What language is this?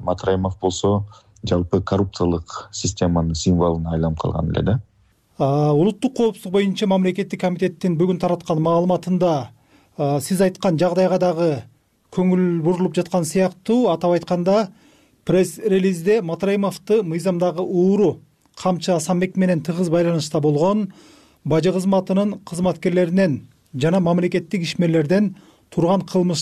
Kyrgyz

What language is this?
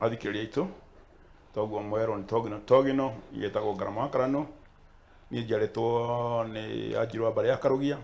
Kikuyu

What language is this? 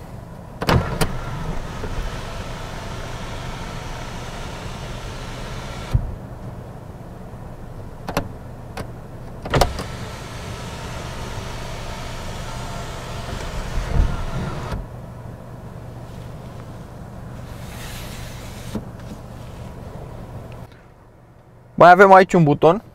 Romanian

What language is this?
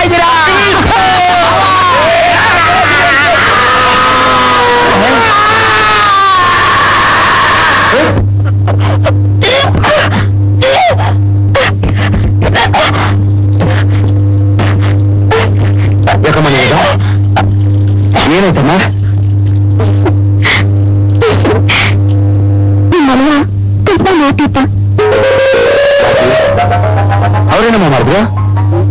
Kannada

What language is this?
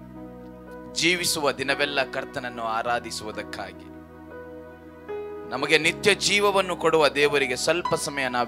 Kannada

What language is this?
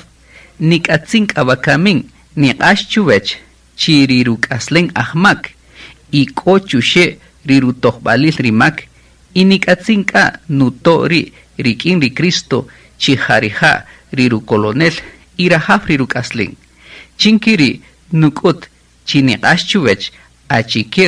Kaqchikel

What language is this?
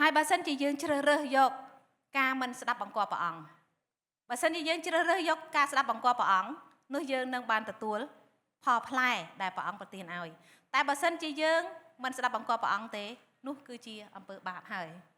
Khmer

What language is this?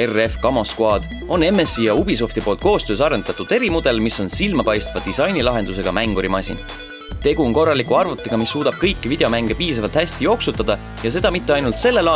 Estonian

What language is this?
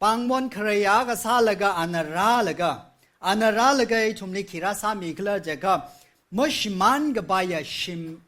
Tangkhul Naga (India)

